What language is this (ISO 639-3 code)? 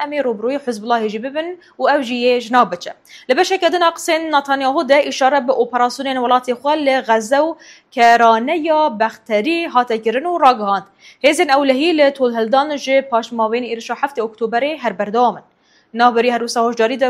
kur